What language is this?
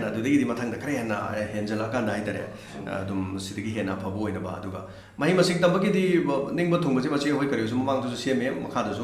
Manipuri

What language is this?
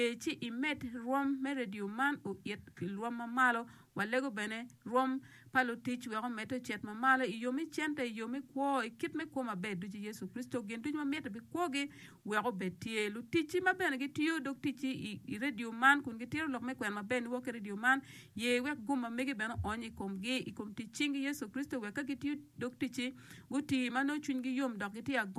Acoli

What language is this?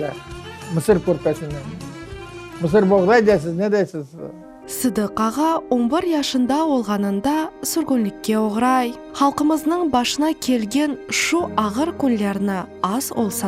Crimean Tatar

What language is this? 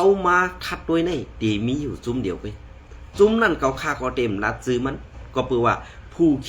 Shan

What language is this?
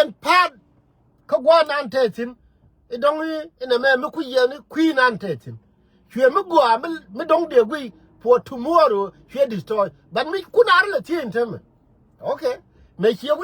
Nuer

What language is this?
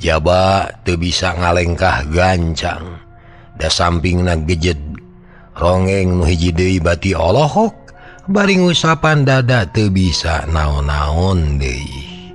Sundanese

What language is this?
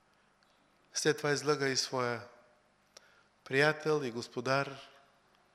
Bulgarian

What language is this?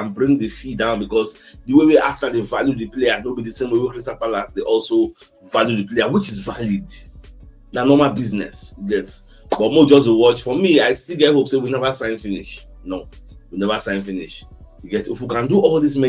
Nigerian Pidgin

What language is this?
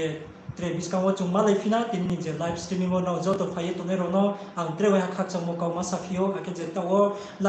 Riang (India)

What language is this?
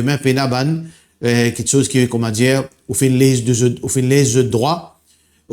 Morisyen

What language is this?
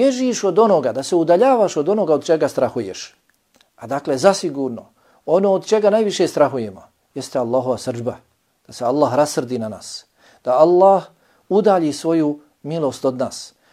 Bosnian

